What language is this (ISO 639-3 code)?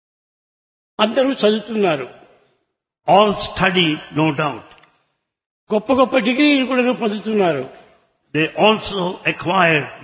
tel